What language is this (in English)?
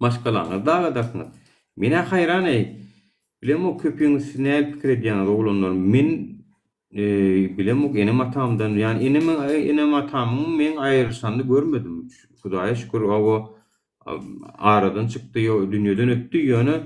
Turkmen